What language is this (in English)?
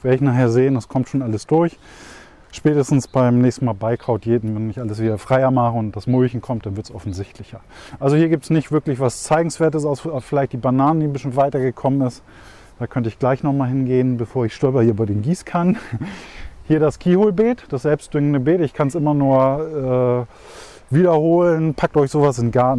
German